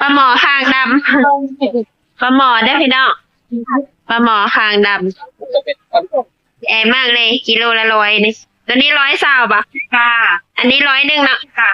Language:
Northeastern Thai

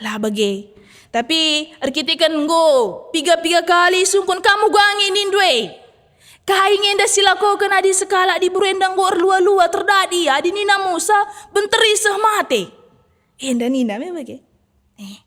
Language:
Batak Karo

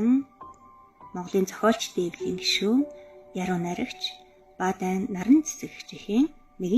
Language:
Mongolian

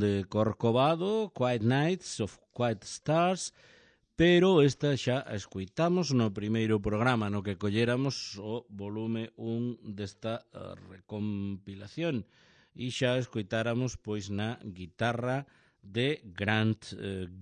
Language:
Galician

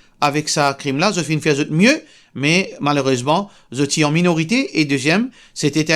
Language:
Morisyen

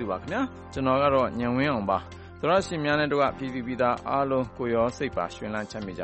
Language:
Burmese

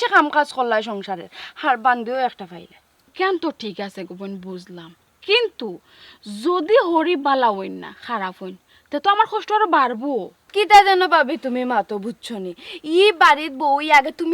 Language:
Sylheti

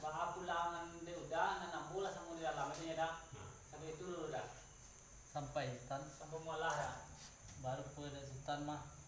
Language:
Minangkabau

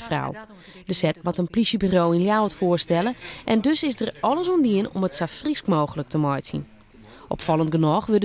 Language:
Western Frisian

